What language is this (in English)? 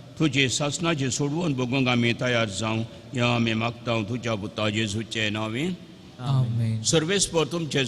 Konkani